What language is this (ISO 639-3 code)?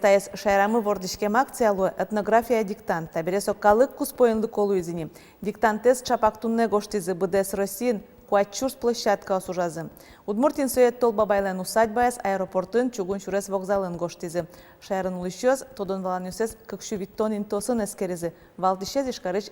udm